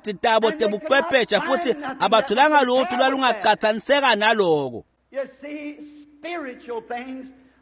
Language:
Swati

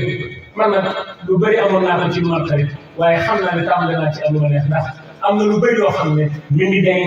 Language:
Wolof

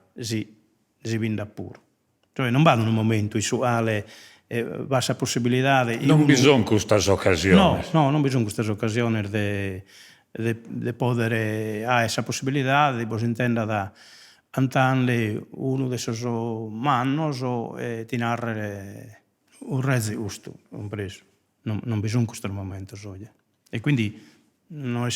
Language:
Sardinian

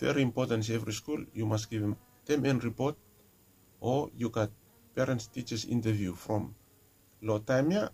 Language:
Bislama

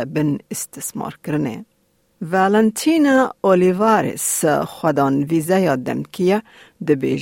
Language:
Kurdish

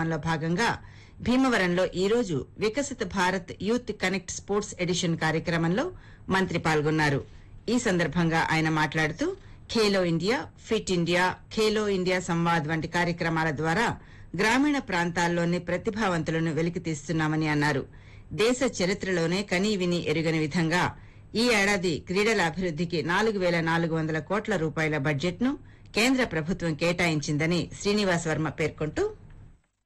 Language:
Telugu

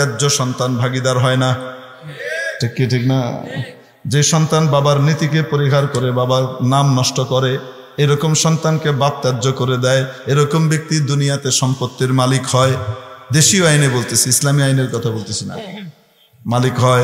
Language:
Bangla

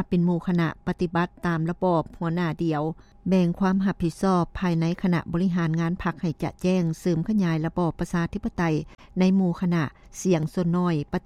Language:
Lao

